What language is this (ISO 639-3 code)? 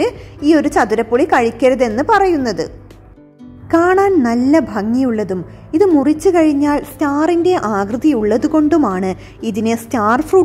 mal